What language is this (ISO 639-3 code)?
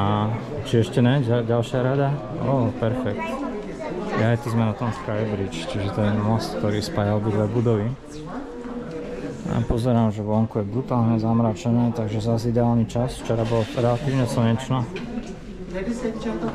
slk